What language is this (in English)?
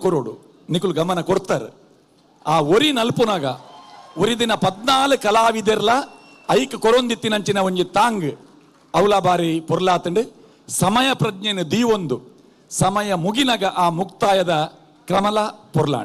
Tulu